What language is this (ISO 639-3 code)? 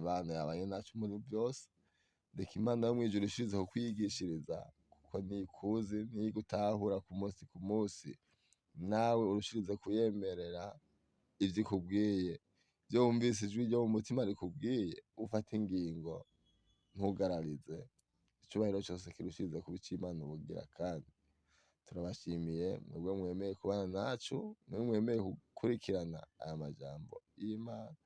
run